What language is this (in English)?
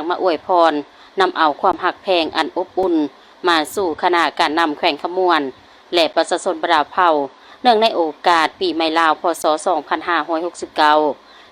Lao